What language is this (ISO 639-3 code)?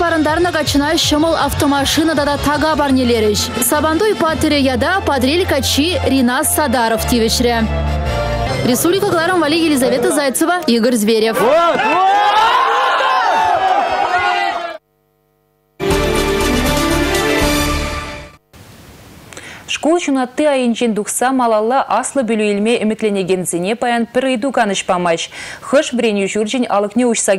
chv